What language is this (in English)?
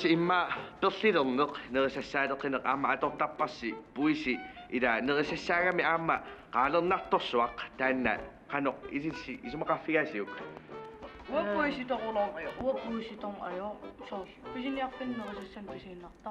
Kalaallisut